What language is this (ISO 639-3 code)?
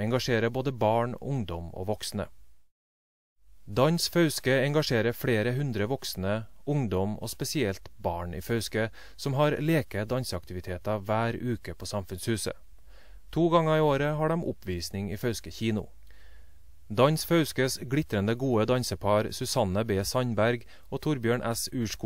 nor